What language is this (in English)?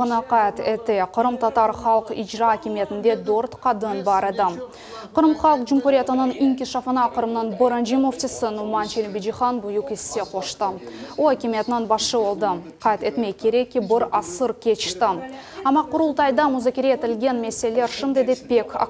Crimean Tatar